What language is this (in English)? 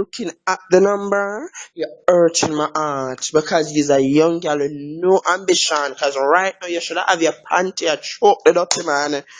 Jamaican Creole English